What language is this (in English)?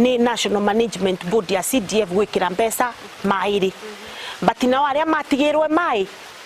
Meru